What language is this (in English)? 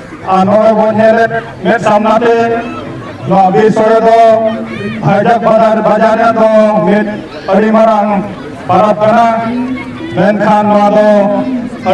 Santali